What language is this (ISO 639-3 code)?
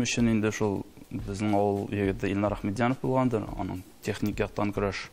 tat